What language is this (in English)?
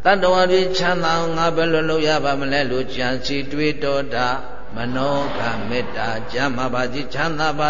Burmese